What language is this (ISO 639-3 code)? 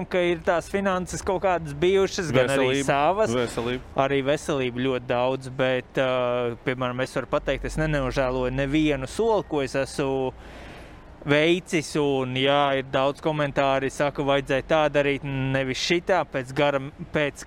lav